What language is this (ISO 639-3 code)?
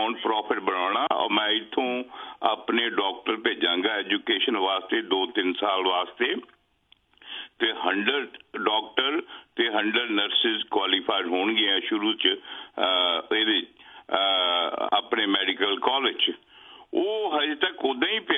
pan